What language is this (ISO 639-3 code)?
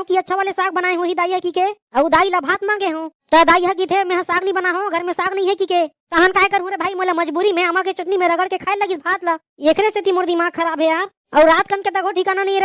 hne